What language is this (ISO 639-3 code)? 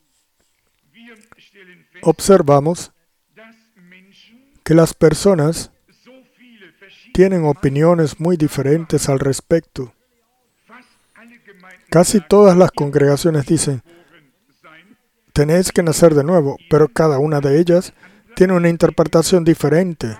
spa